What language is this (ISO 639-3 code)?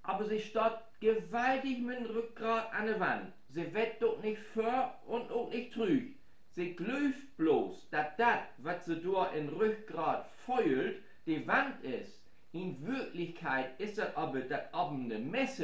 nds